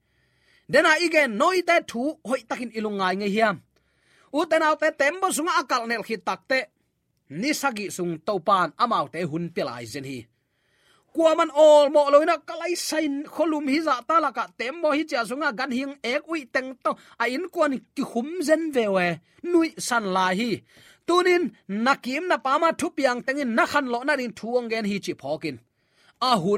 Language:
Tedim Chin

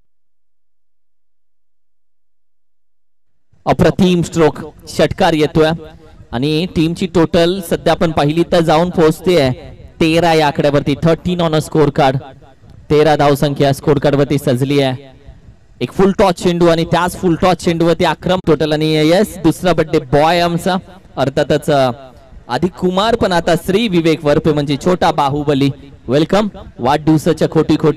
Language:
Marathi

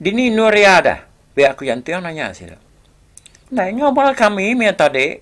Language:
Iban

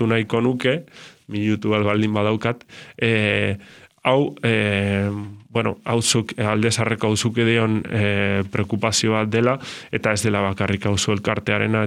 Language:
Basque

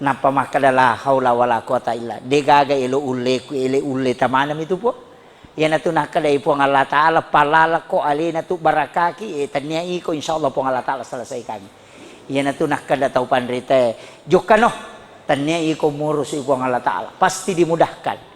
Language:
Buginese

